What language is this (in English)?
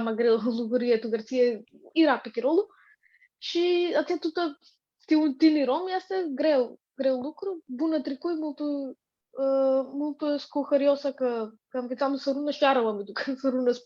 Aromanian